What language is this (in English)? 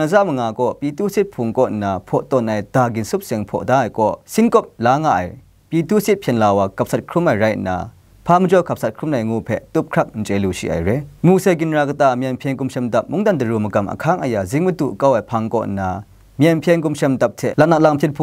Kachin